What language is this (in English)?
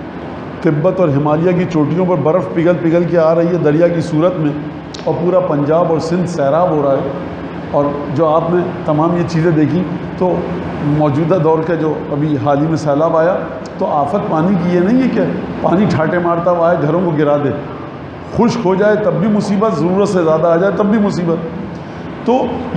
Urdu